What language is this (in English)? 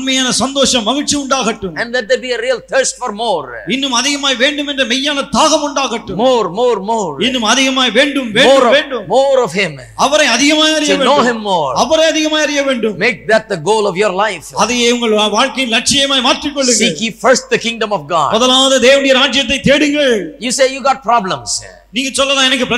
Tamil